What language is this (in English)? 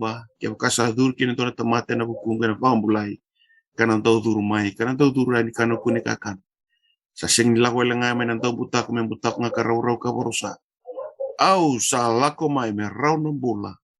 Fijian